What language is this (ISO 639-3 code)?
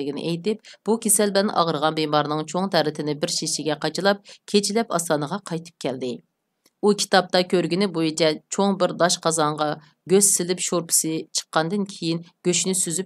uig